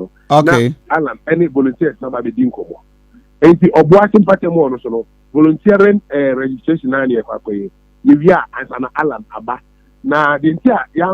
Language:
Akan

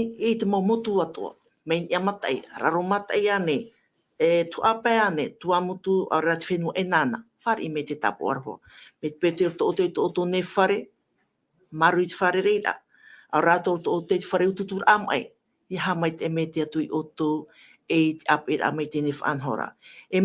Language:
Tahitian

